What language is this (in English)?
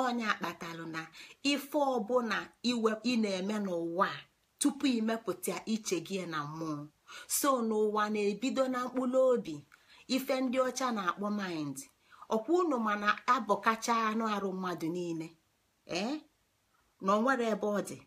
Igbo